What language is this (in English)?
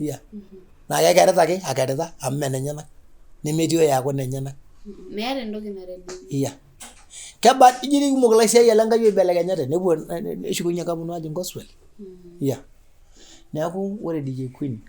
Masai